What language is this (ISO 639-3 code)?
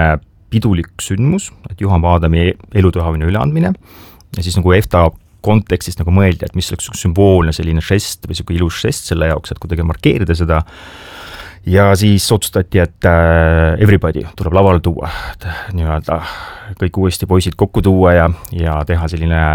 est